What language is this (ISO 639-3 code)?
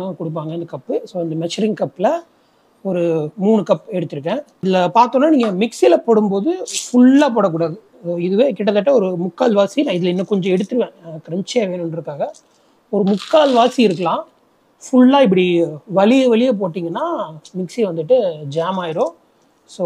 tam